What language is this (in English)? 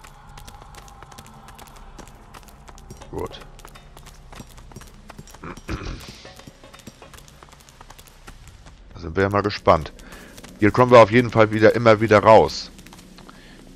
German